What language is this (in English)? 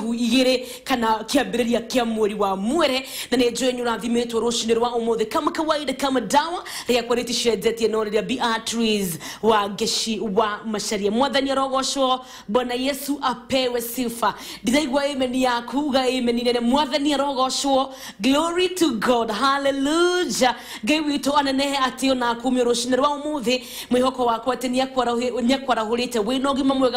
Kikuyu